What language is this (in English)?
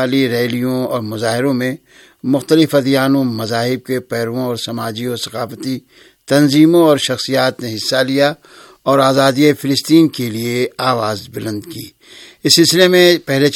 Urdu